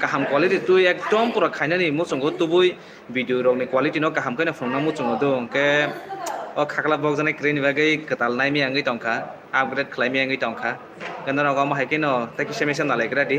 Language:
Kok Borok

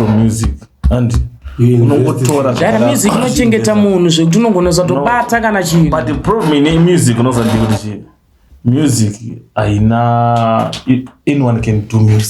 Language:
Shona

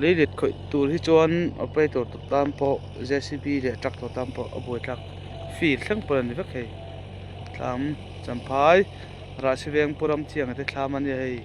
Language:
Mizo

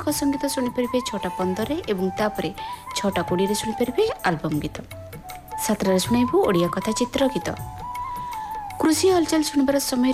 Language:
Odia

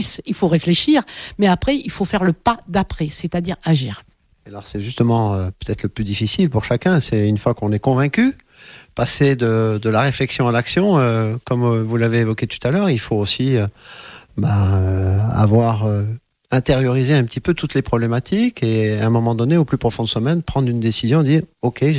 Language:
French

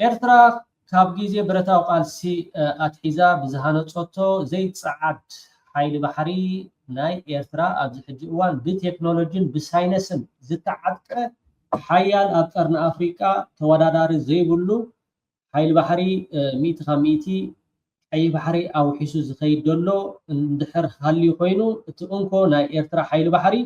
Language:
Tigrinya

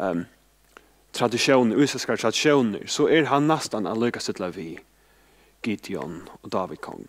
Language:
Faroese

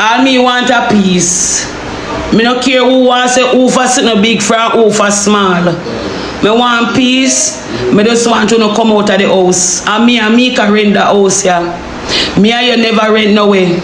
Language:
Jamaican Creole English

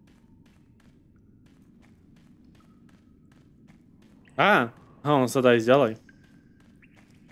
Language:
Slovak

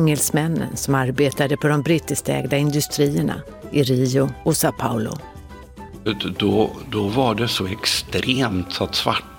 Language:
Swedish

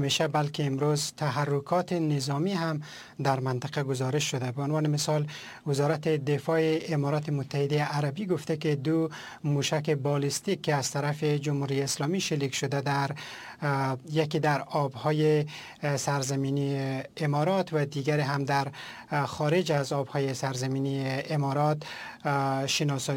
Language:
Persian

